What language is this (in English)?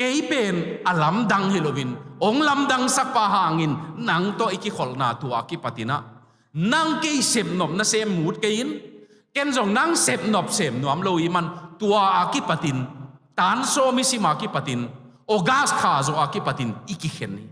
Tedim Chin